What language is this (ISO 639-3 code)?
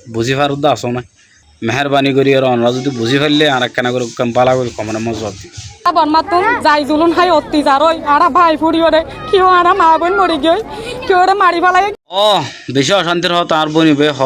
rhg